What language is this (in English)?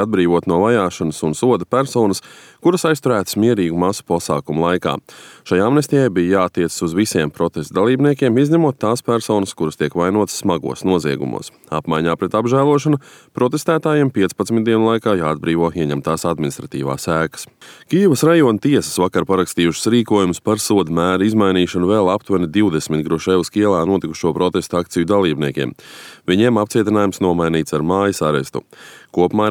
Latvian